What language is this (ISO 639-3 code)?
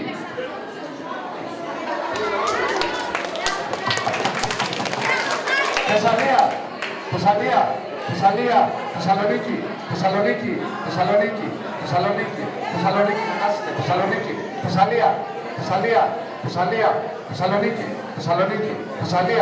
ell